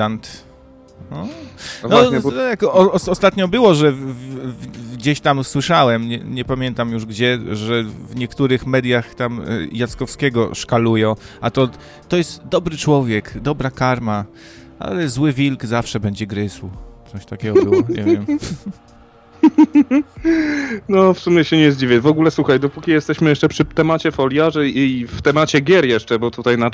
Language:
Polish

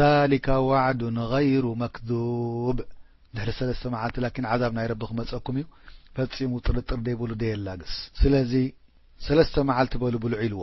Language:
Tigrinya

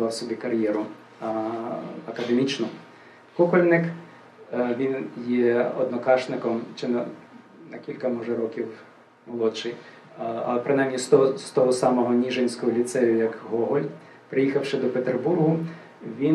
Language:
Ukrainian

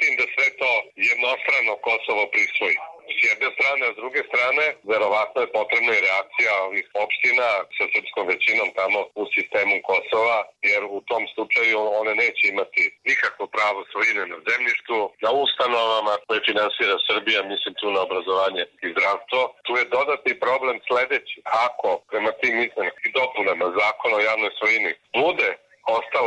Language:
Serbian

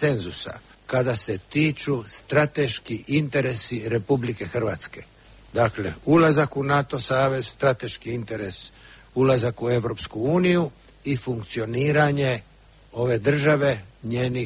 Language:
Croatian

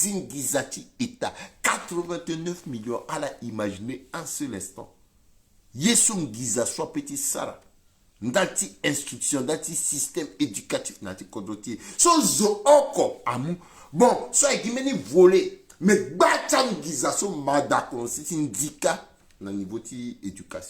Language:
Sango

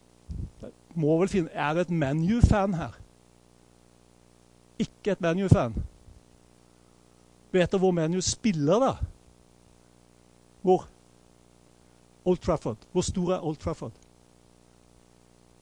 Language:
Norwegian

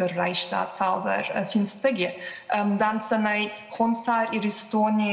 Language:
Ossetic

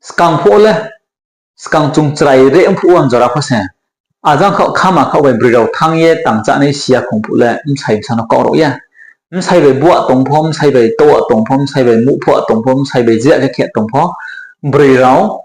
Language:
Riang (India)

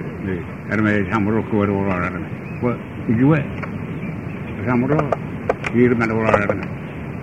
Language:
Malay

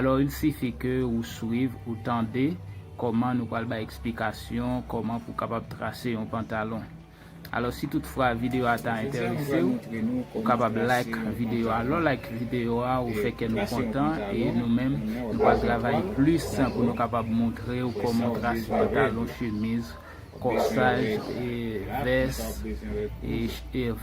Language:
Haitian Creole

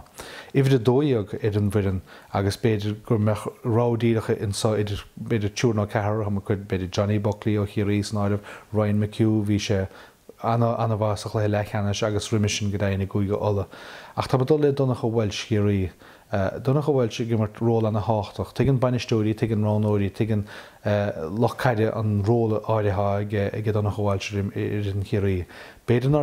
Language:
Irish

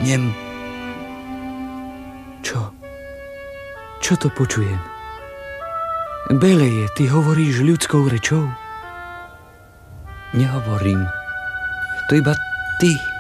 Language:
Slovak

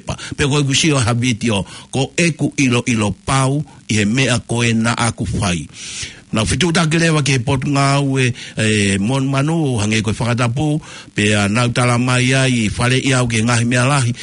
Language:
Tongan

